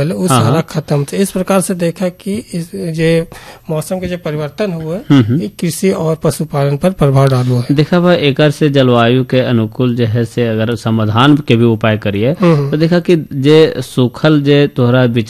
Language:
Bhojpuri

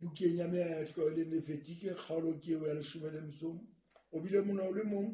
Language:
Southern Sotho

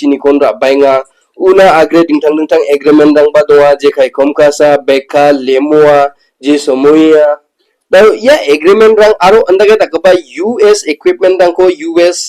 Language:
Garo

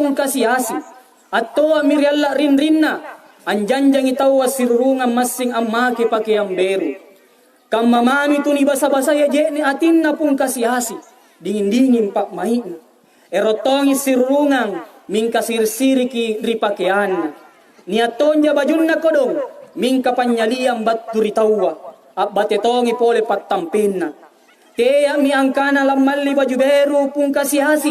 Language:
Makasar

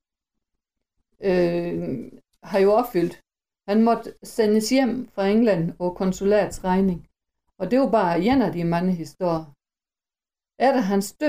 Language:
Danish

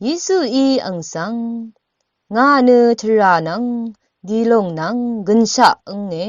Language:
Rawang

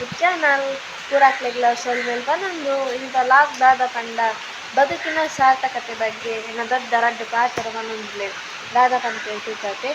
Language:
Tulu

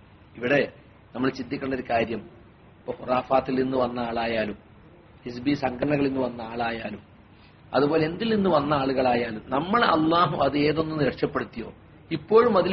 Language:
Malayalam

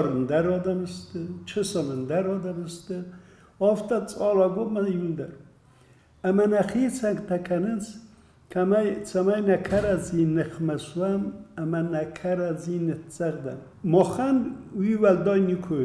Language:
Ossetic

